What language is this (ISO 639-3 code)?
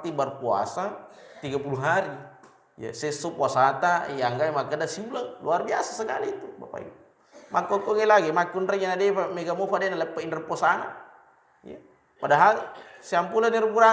bug